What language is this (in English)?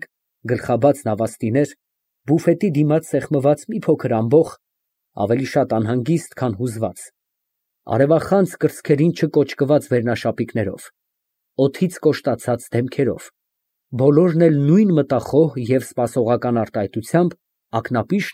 Armenian